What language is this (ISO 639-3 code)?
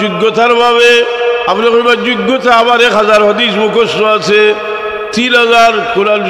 syl